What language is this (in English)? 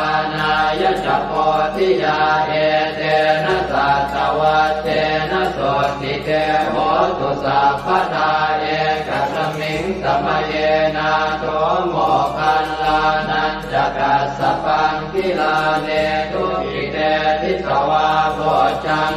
Pali